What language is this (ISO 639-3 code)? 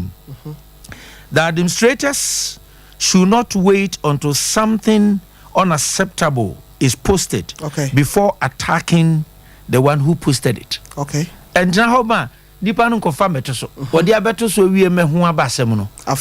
aka